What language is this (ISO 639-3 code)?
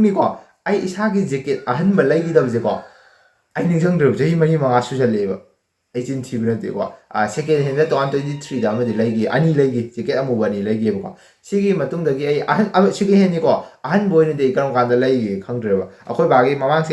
mni